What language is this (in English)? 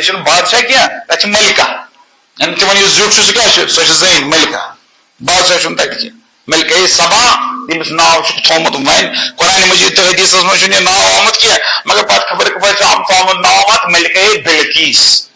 Kashmiri